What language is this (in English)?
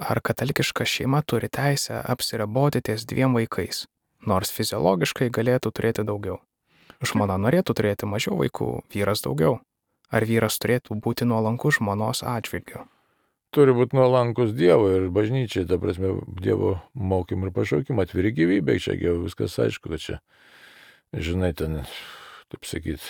Lithuanian